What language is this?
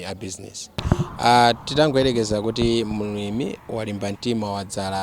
Nyanja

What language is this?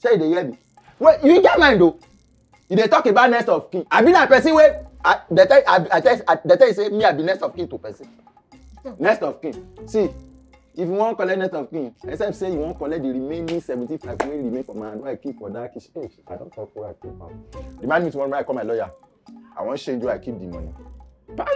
Nigerian Pidgin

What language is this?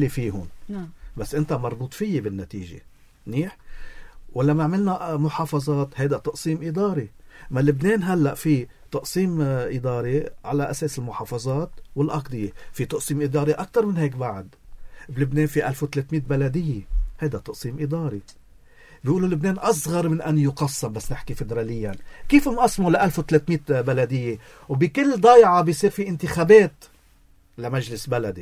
North Levantine Arabic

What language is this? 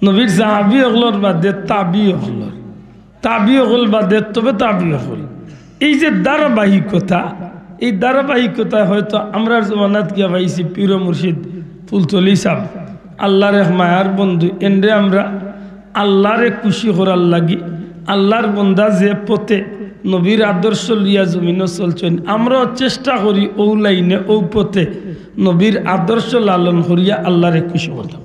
Sylheti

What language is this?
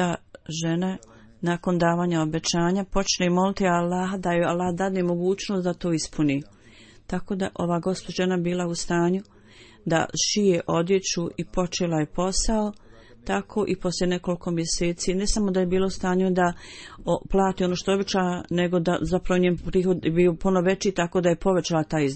Bosnian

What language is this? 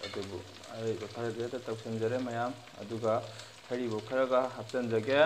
Manipuri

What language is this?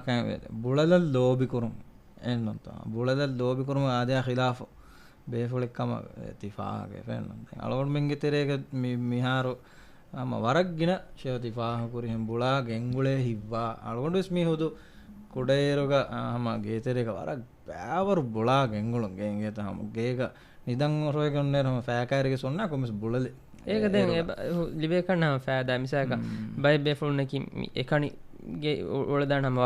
Divehi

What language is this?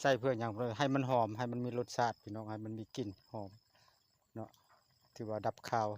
Lao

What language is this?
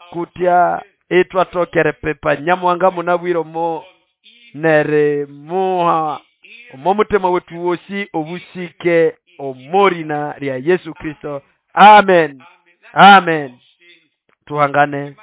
Nande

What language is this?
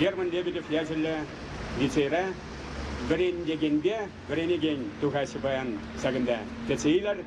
Chuvash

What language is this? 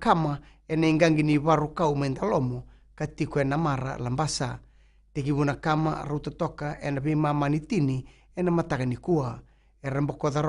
Fijian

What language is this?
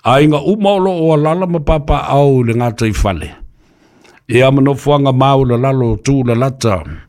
Samoan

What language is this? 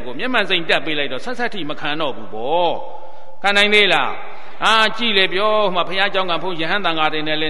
Burmese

